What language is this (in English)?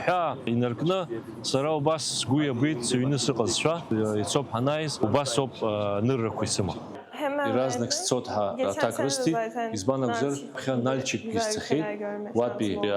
Abkhazian